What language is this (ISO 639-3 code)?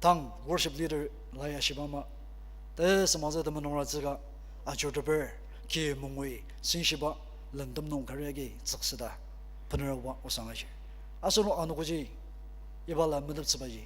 njo